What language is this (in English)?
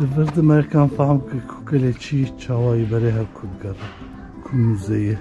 Kurdish